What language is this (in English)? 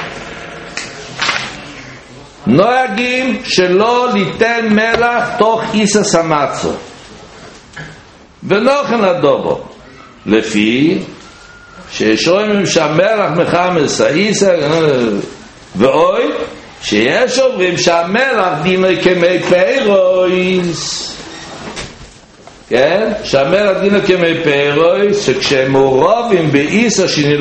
Hebrew